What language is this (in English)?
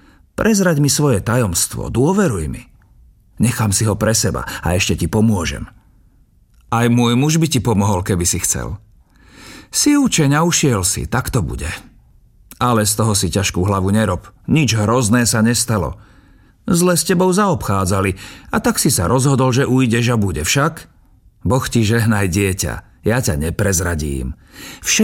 Slovak